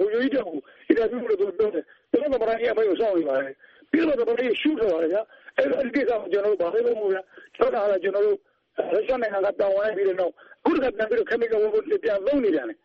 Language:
Burmese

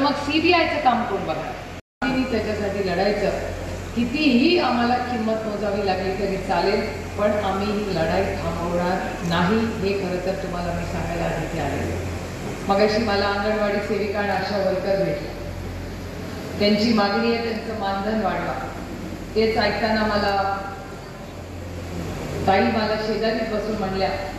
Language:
Marathi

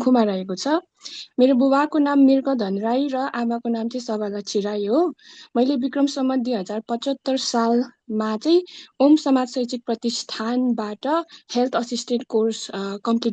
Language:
Nepali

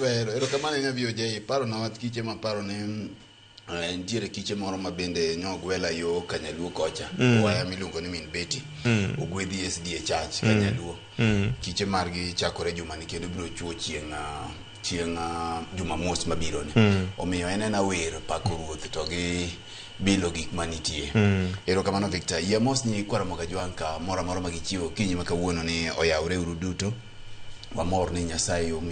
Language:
Luo (Kenya and Tanzania)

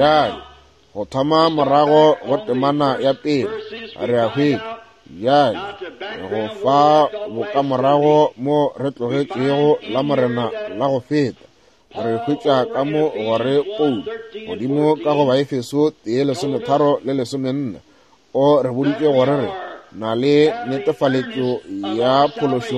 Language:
Northern Sotho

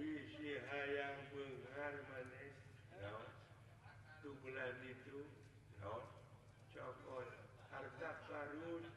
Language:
Sundanese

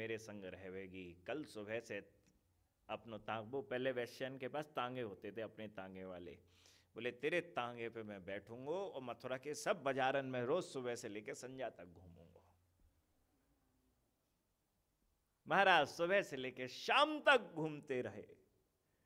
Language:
Hindi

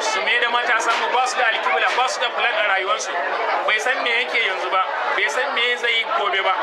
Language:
Hausa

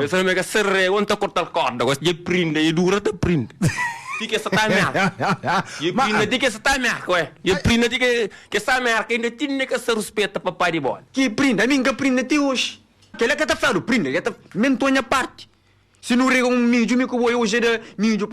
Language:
Kabuverdianu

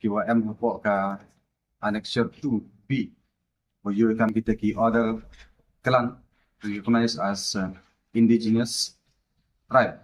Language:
Khasi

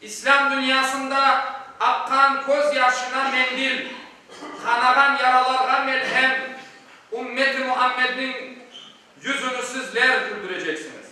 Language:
Crimean Tatar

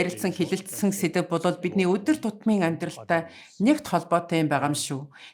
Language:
Mongolian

